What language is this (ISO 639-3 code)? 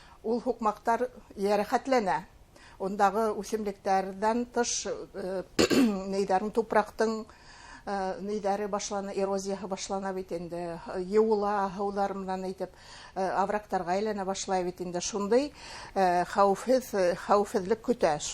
bak